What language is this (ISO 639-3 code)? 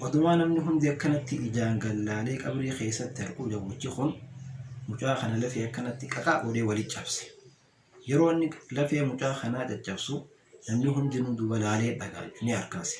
orm